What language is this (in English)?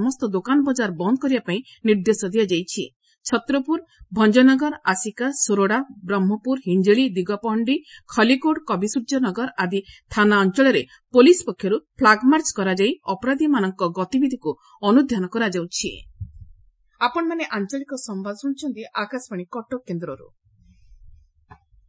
Odia